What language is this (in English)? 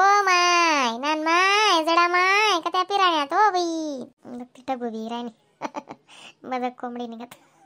Khandesi